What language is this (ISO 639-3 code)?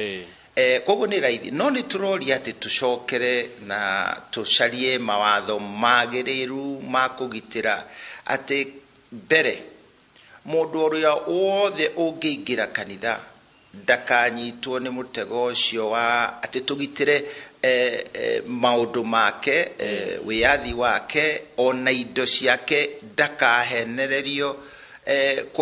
kik